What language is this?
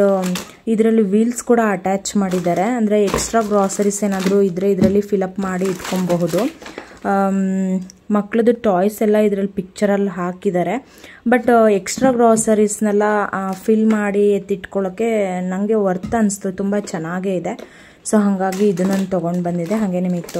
Kannada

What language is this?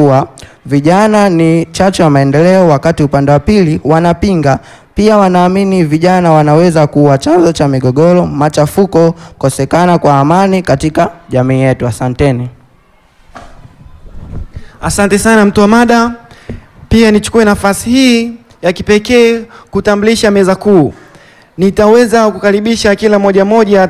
Swahili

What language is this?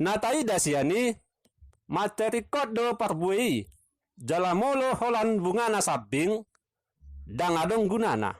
Batak Toba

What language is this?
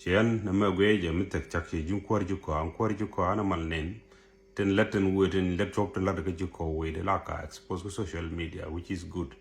Nuer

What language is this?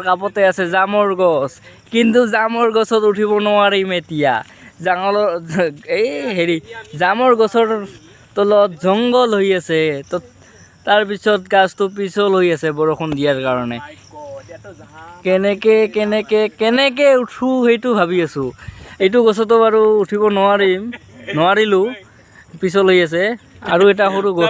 Assamese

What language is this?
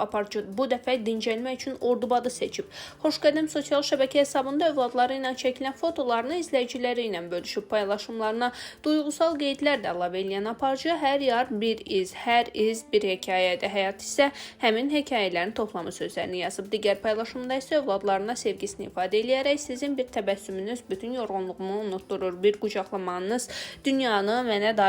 Azerbaijani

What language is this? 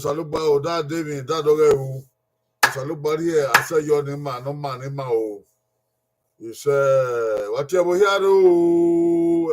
Bini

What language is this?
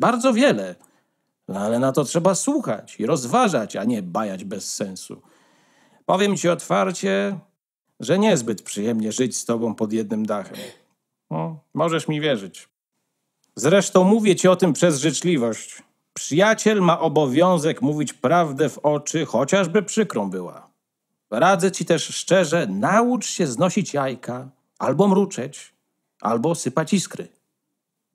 Polish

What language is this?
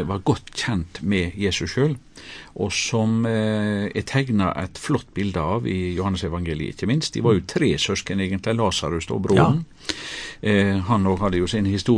Norwegian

